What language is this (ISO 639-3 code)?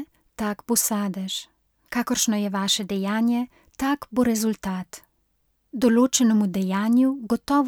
slv